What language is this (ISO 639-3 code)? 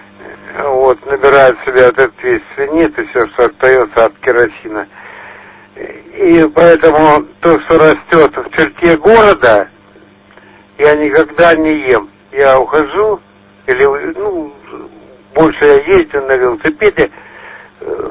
rus